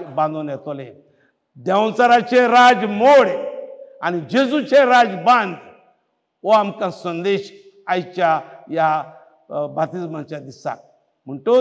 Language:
Konkani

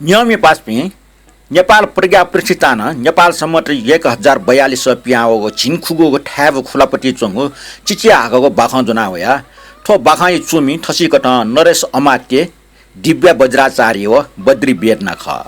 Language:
Newari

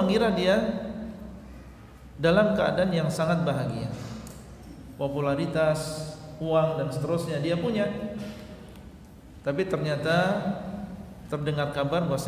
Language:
Indonesian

